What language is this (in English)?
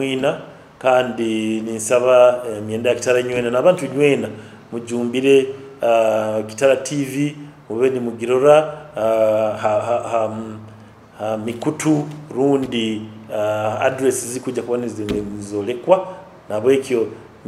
Nyoro